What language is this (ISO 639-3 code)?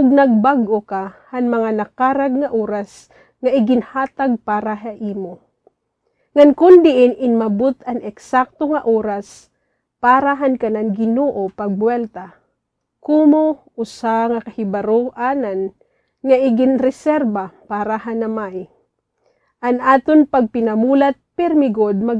war